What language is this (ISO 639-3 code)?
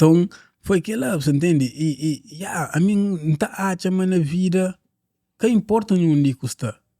kea